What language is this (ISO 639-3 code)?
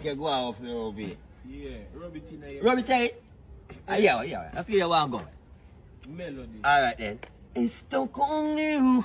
jam